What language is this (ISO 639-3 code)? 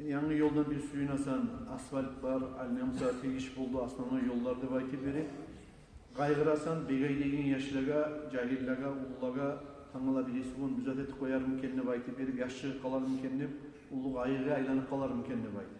kum